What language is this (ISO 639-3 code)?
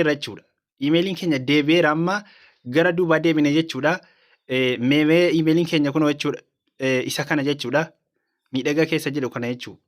orm